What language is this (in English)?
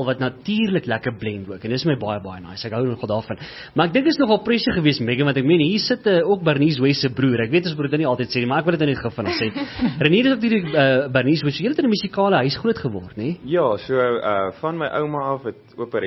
Afrikaans